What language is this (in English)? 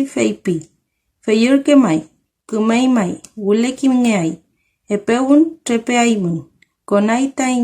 Mapuche